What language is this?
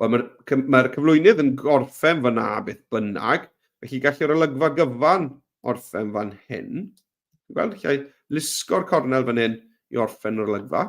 Welsh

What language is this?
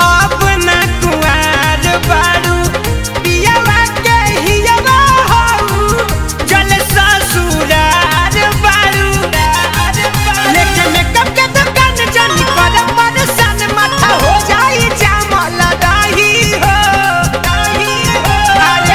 Bhojpuri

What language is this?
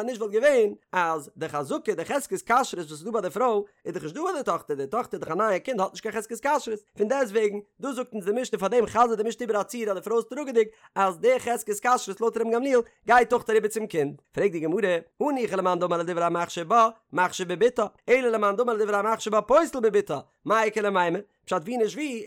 Yiddish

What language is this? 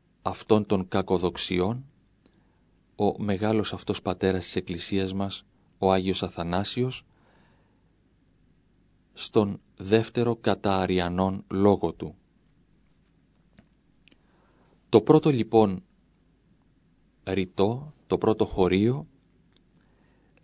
Greek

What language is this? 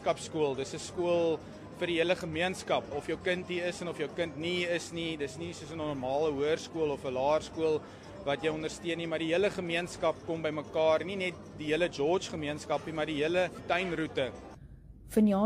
Afrikaans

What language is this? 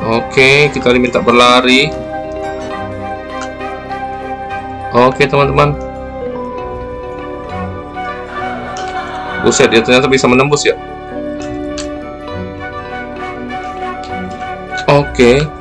Indonesian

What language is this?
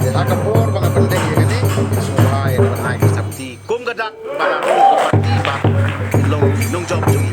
Khasi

